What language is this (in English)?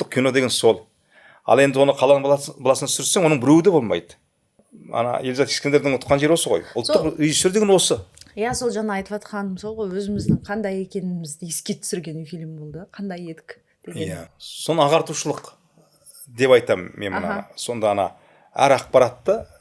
Kazakh